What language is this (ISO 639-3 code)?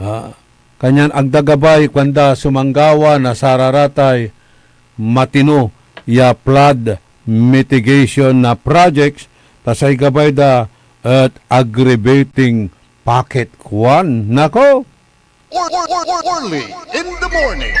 pag